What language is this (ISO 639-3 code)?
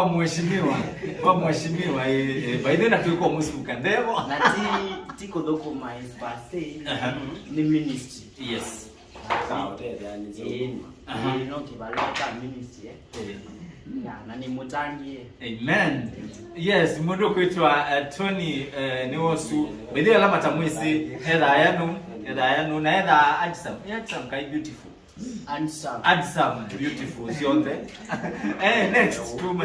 kam